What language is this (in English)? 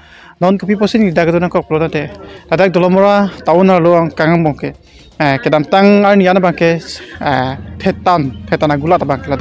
Karbi